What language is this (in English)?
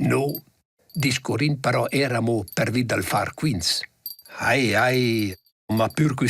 Romansh